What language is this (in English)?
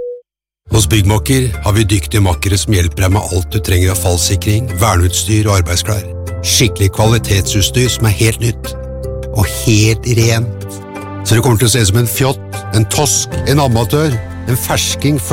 Norwegian